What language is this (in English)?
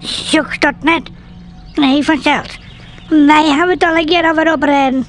Western Frisian